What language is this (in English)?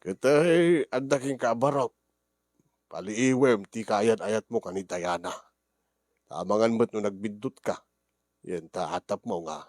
Iloko